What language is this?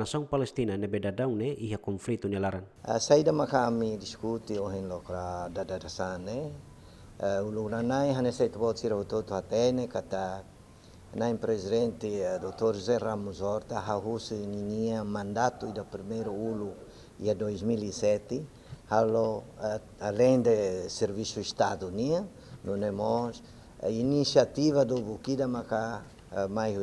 Tetum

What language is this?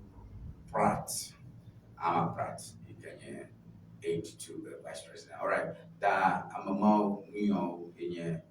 Ewe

